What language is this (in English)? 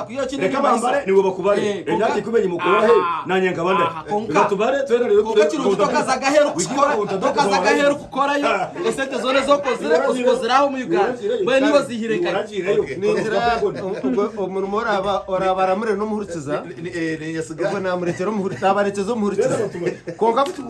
Nyankole